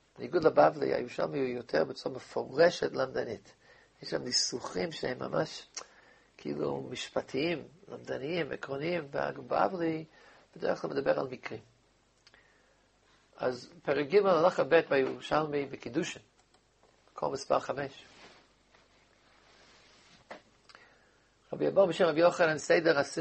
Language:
Hebrew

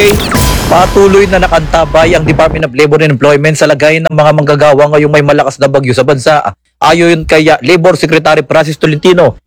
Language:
Filipino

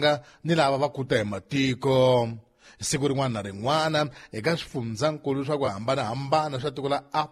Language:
Tsonga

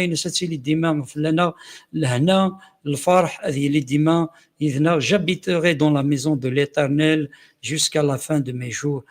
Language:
Kabyle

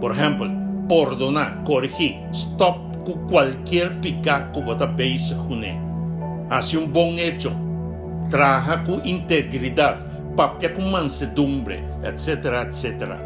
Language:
Papiamento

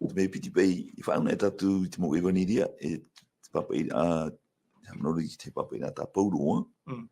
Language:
Tahitian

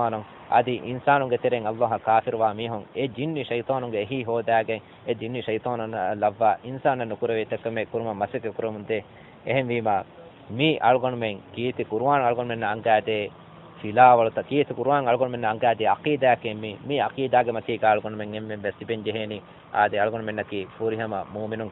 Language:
Divehi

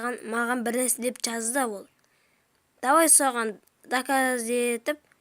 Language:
Kazakh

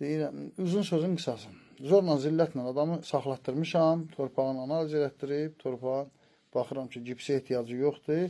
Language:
Azerbaijani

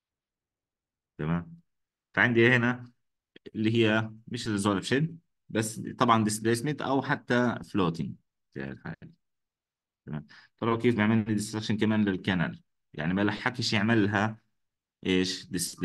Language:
South Levantine Arabic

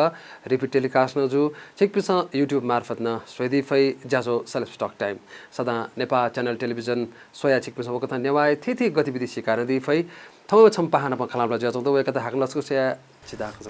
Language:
Newari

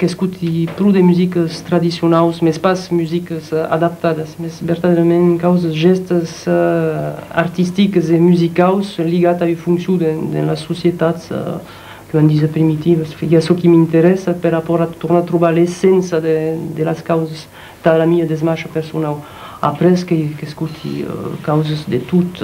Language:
Occitan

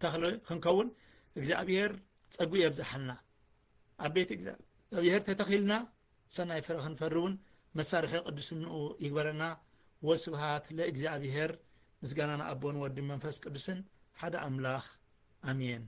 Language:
Tigrinya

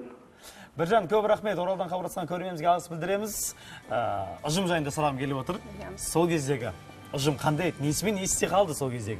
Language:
Kazakh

